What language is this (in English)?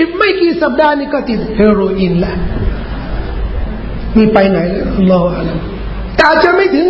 Thai